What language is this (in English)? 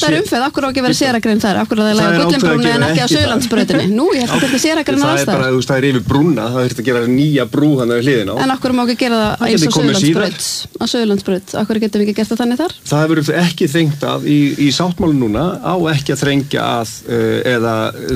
Icelandic